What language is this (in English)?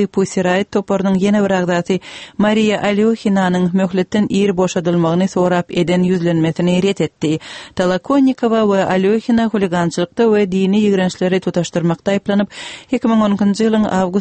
Turkmen